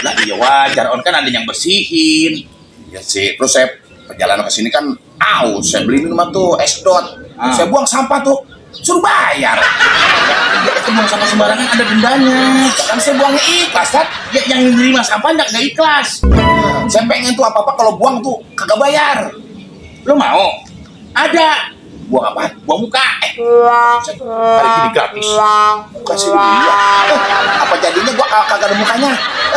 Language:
Betawi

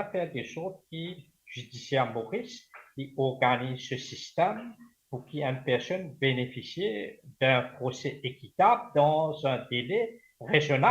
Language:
Morisyen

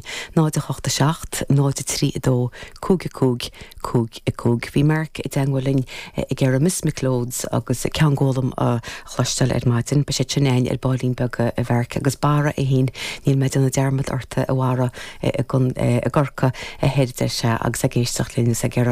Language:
Irish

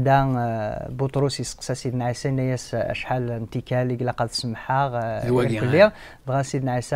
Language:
Kabyle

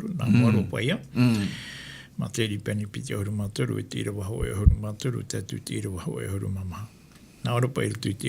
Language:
Tahitian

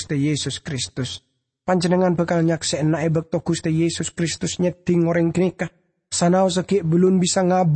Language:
Madurese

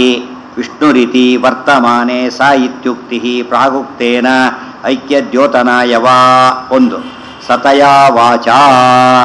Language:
Kannada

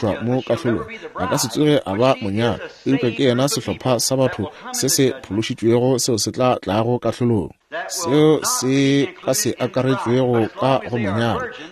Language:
Northern Sotho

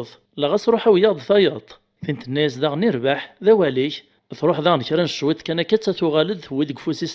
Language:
Kabyle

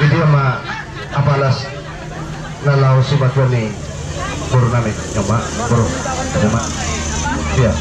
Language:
Batak Toba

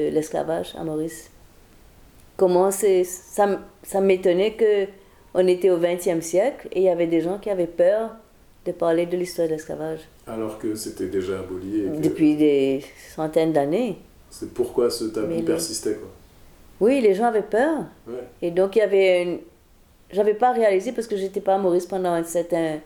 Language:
French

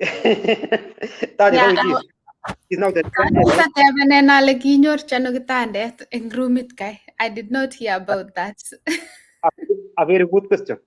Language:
Kalenjin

